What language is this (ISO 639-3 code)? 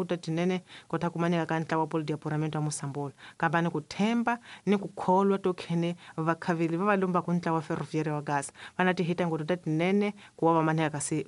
tso